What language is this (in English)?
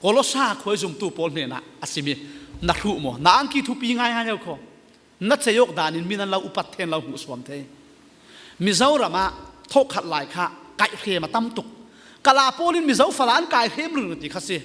Falam Chin